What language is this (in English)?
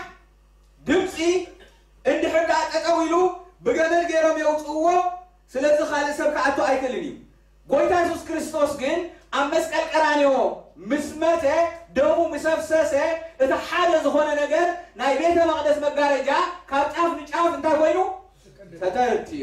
Tigrinya